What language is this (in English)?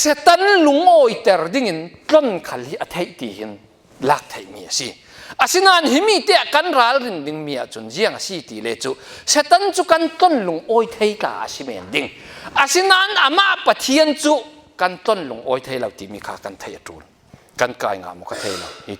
Falam Chin